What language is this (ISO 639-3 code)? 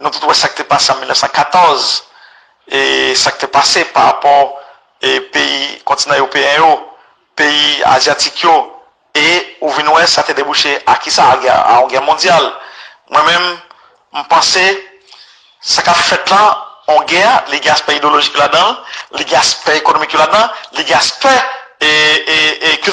hat